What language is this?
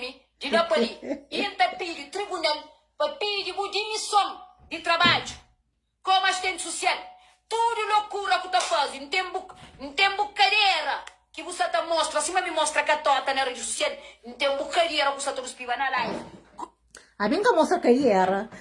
Kabuverdianu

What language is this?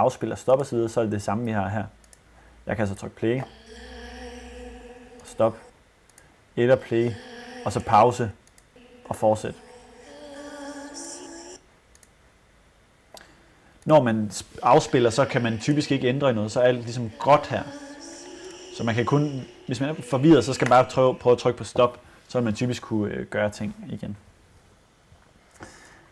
Danish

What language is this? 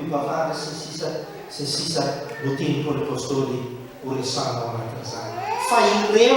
Malagasy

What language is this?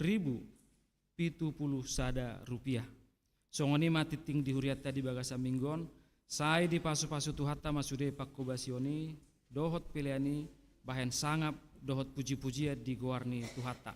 Batak Toba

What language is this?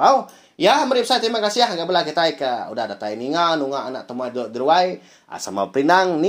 Iban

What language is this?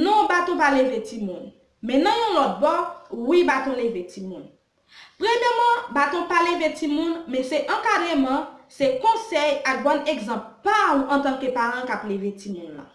Haitian Creole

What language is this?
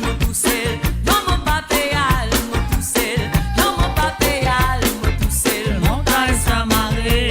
Morisyen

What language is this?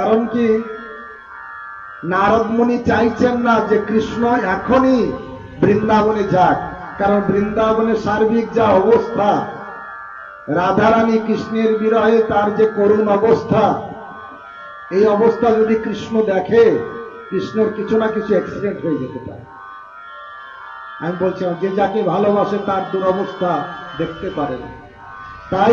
Bangla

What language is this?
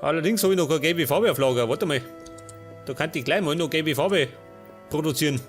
Bavarian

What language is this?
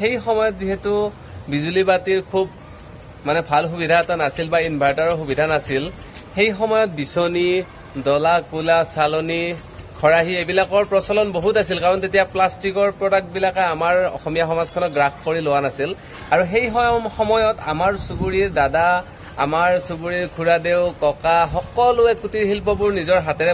Assamese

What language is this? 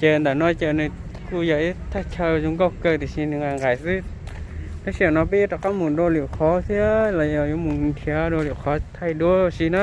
Hmong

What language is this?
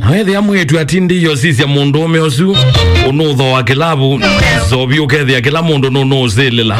Kamba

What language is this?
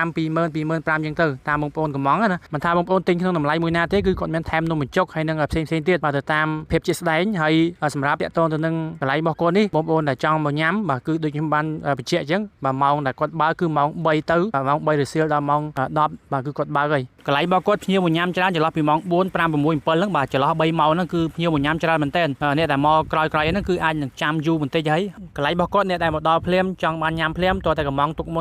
Khmer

